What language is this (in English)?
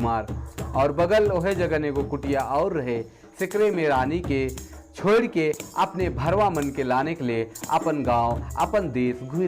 Sadri